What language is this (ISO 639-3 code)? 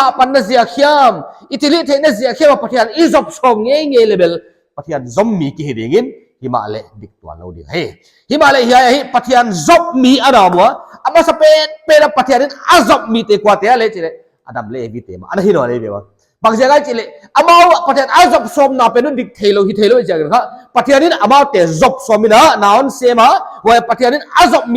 pck